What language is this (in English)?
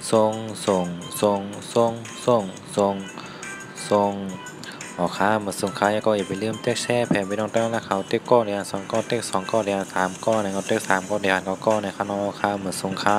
Shan